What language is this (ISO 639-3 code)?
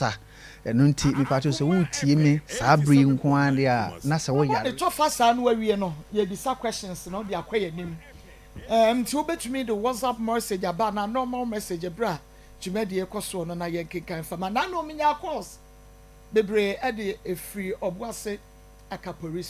aka